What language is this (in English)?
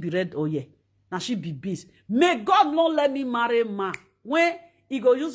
Nigerian Pidgin